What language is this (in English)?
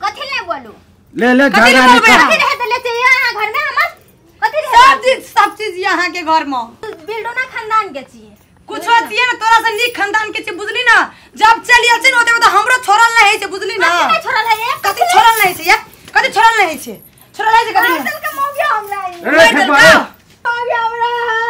Maithili